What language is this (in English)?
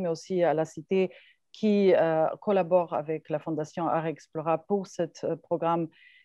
French